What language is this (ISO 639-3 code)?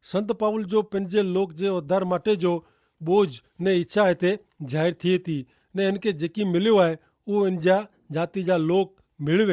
kfr